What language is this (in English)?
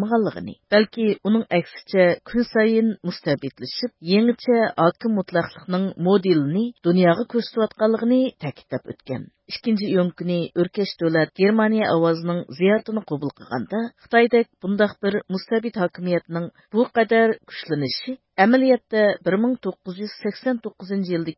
Uyghur